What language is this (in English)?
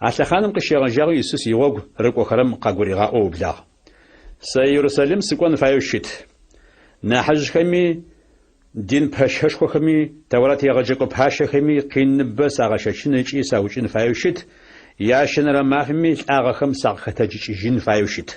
Adyghe